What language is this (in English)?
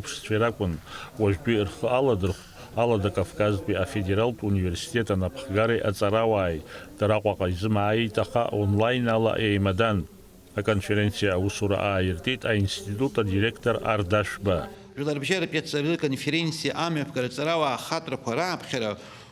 Abkhazian